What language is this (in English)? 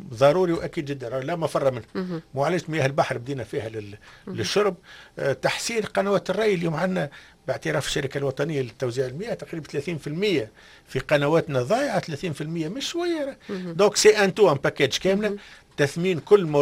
Tunisian Arabic